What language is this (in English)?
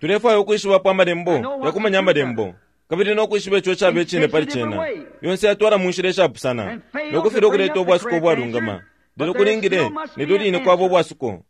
Bemba